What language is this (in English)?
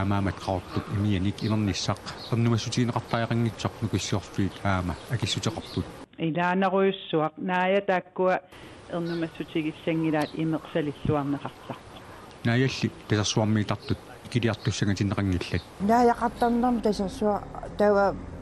Kalaallisut